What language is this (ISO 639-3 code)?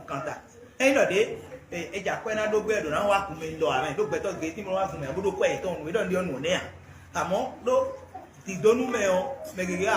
fon